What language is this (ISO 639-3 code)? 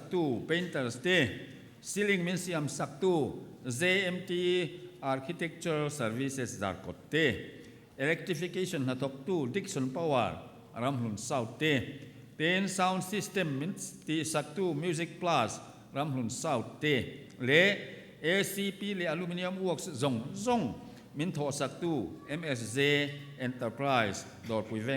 lus